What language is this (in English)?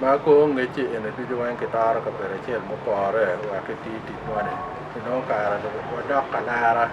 Acoli